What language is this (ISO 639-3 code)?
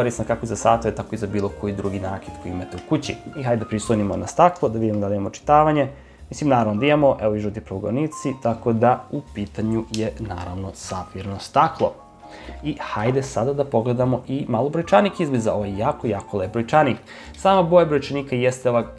srp